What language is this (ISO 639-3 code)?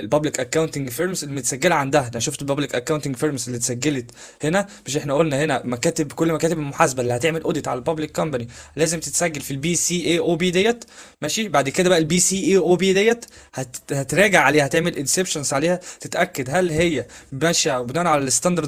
arz